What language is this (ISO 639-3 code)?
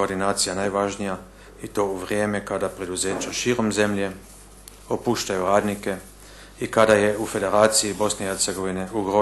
bos